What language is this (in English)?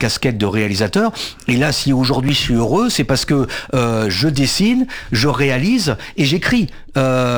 French